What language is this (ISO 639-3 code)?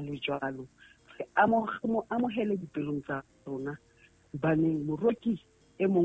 sot